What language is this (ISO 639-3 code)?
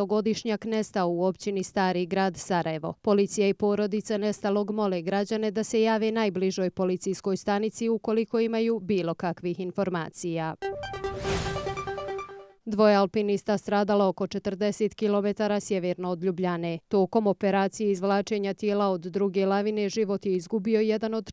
bos